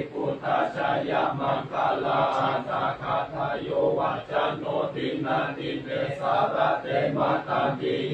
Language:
Pali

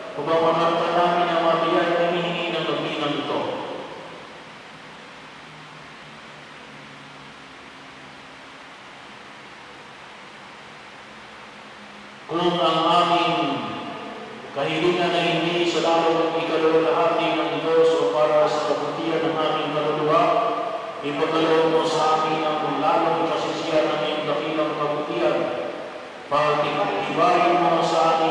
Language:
Filipino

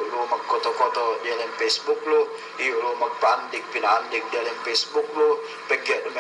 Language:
Yakan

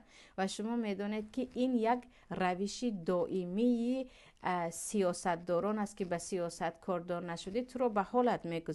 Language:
Tajik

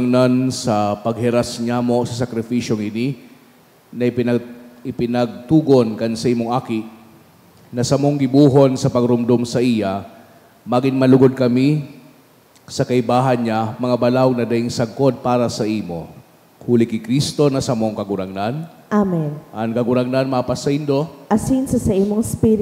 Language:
Bikol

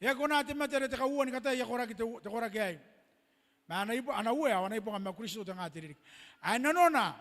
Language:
Gilbertese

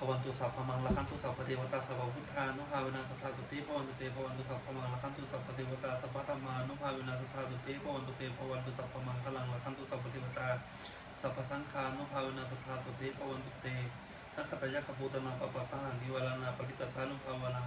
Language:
Pali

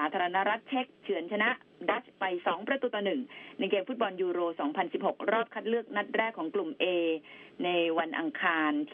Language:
Thai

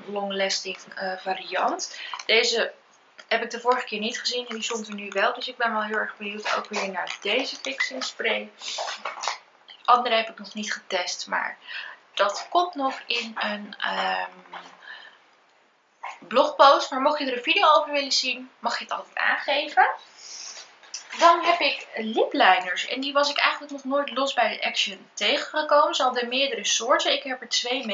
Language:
Dutch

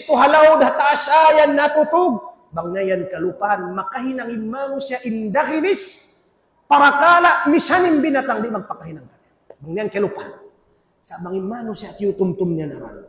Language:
Tausug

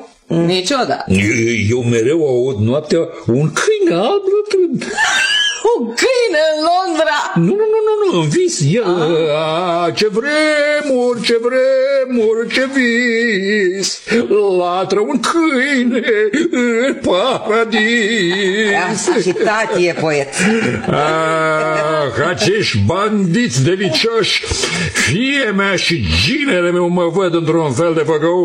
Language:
Romanian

